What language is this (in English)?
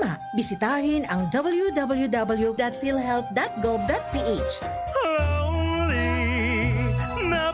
Bikol